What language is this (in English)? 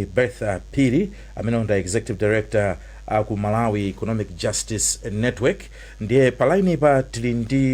Nyanja